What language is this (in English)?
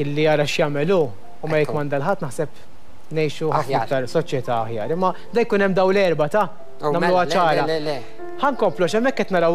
Maltese